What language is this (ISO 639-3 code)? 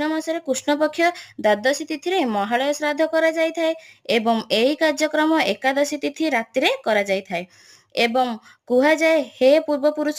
ori